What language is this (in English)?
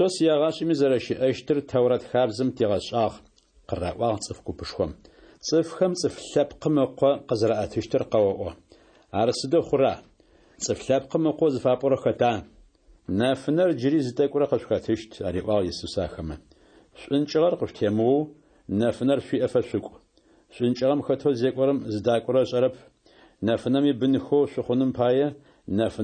Adyghe